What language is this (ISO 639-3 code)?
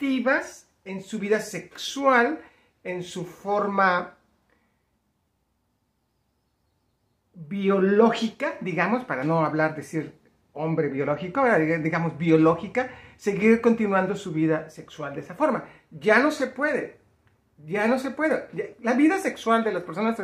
spa